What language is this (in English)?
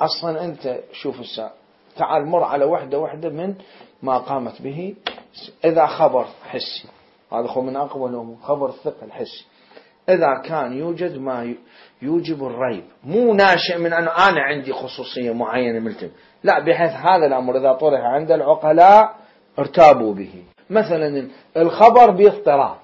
Mesopotamian Arabic